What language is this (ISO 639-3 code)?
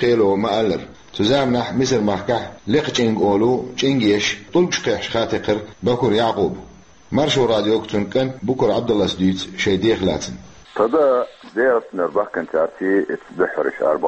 che